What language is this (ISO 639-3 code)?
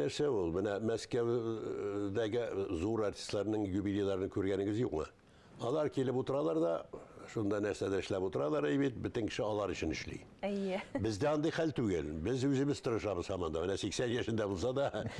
tat